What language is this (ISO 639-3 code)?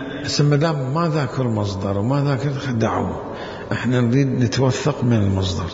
acm